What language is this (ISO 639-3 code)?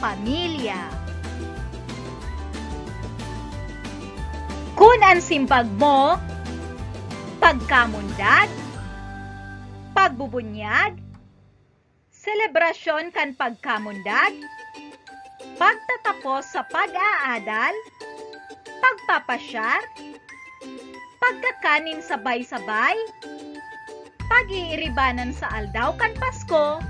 bik